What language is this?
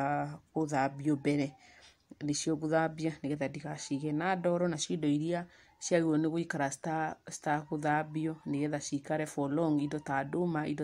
Kikuyu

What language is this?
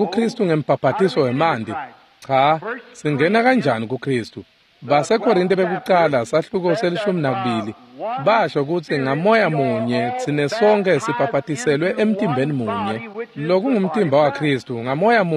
Swati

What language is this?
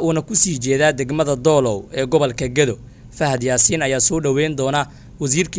Somali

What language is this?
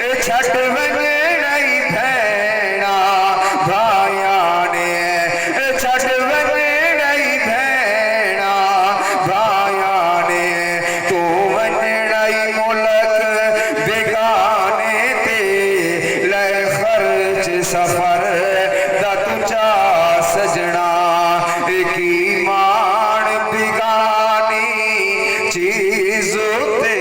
Saraiki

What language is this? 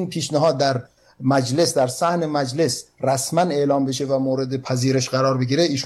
Persian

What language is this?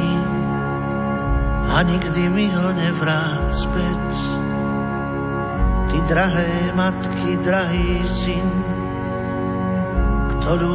Slovak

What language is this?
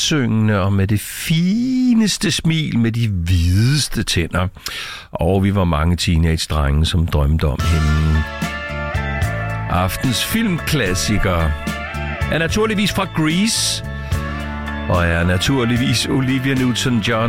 Danish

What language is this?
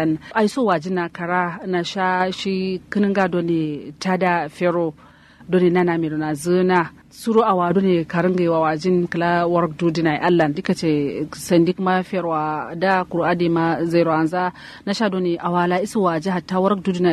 Kanuri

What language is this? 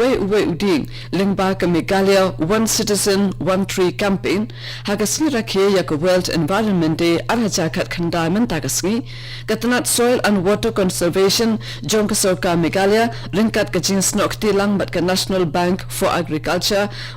Khasi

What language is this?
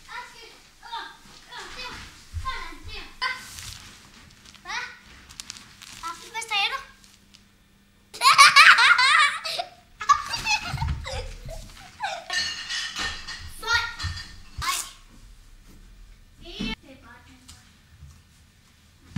Danish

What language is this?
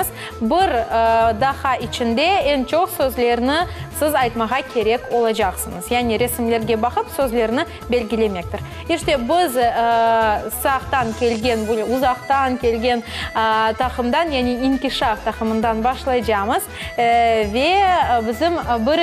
Crimean Tatar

